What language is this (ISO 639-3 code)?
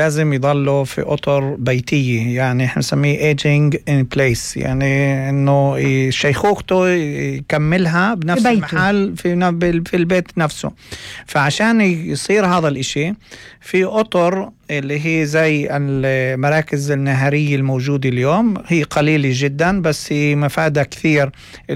apc